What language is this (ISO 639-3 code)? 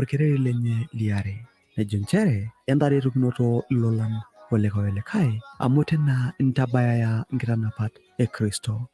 mas